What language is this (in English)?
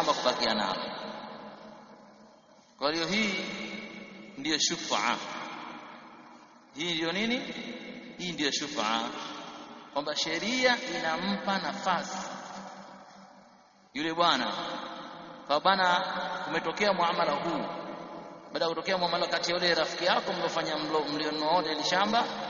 Swahili